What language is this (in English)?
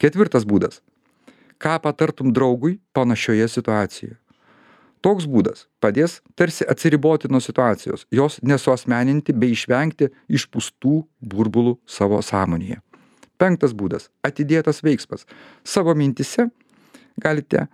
Lithuanian